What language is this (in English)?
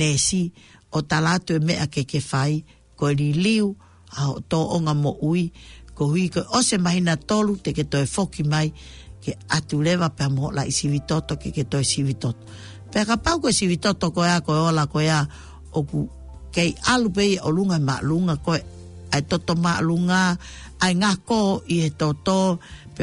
Tongan